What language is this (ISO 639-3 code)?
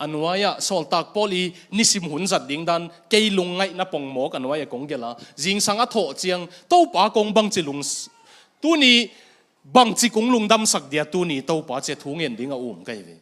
ctd